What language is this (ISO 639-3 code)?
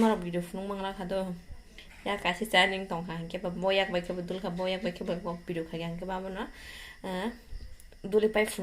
trp